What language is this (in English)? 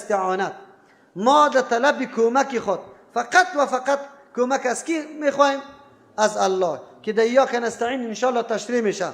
Persian